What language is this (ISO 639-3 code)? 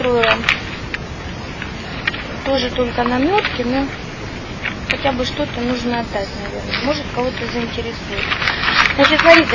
rus